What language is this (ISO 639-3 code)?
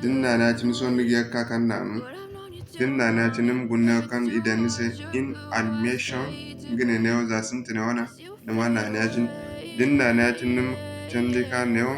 dje